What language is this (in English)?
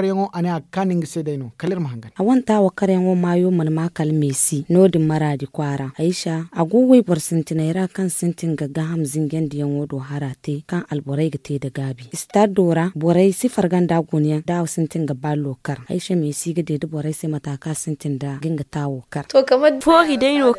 Zarma